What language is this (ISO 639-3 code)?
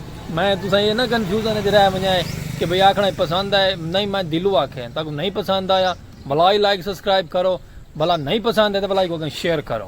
skr